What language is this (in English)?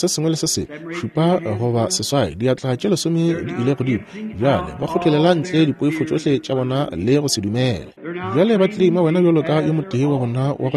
Northern Sotho